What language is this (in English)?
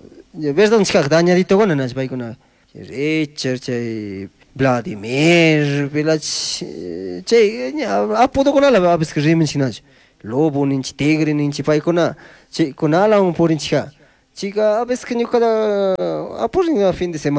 Chimborazo Highland Quichua